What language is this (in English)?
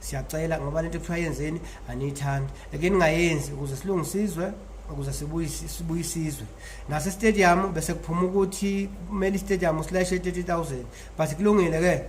Zulu